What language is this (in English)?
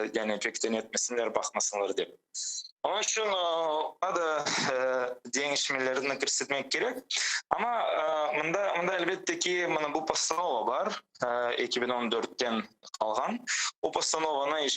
Crimean Tatar